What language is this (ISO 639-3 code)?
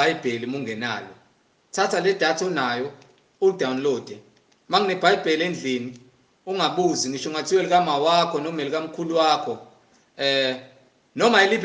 zul